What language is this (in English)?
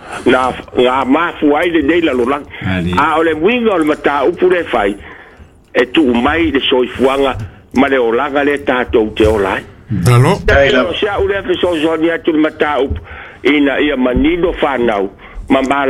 Samoan